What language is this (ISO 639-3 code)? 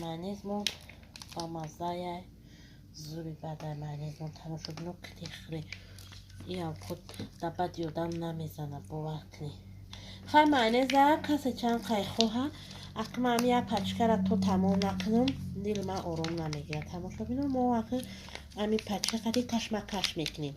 tgk